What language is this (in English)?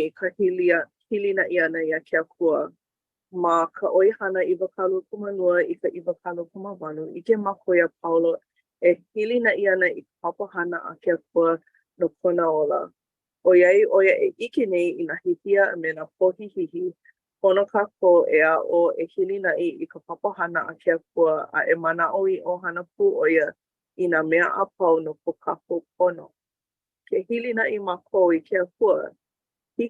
Hawaiian